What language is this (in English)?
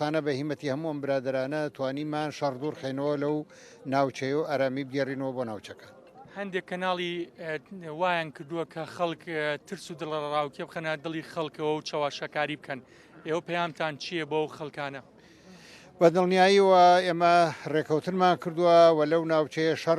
Central Kurdish